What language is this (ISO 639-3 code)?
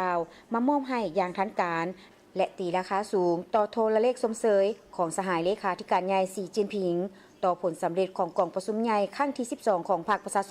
lao